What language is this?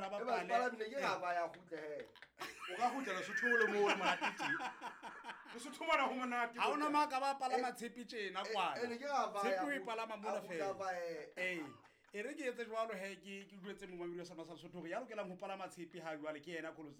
Southern Sotho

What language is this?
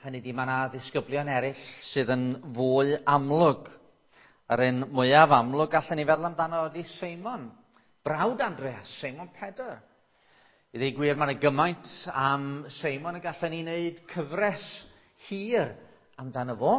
Welsh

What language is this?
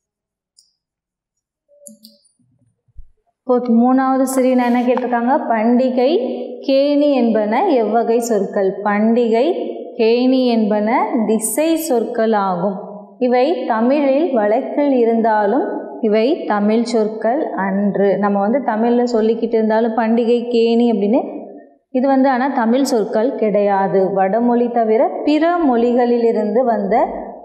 Tamil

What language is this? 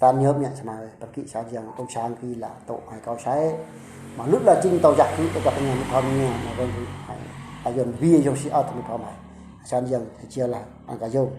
Eastern Bru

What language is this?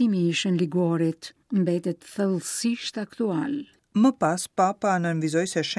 Albanian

